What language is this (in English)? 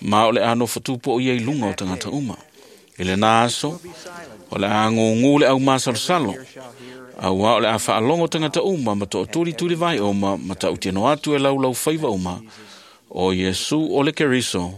Samoan